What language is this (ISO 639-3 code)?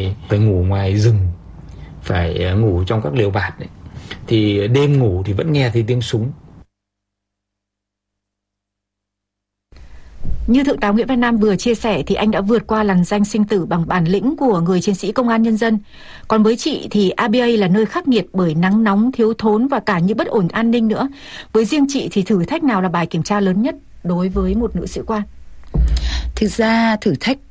vie